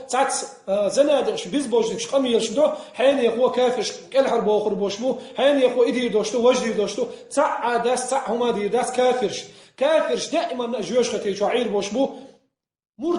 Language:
Chechen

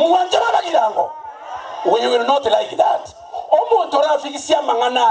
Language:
Gusii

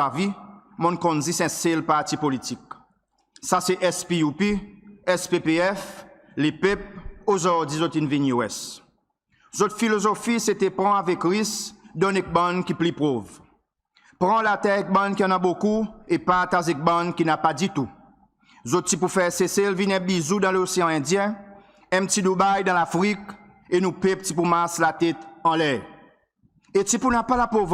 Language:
Seselwa Creole French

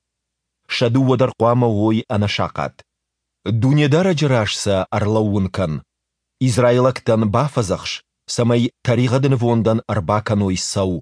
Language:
Ossetic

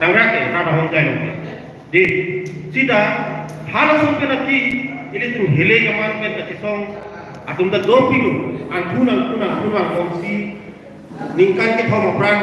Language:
Karbi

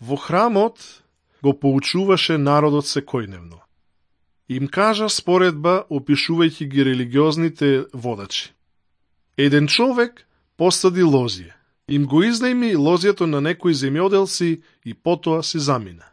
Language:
Macedonian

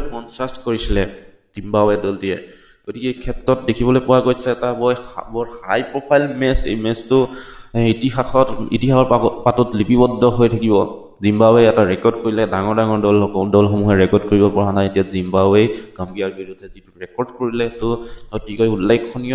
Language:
Assamese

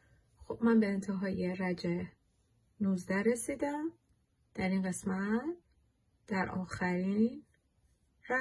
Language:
Persian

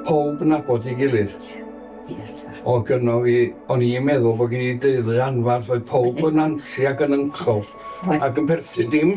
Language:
Welsh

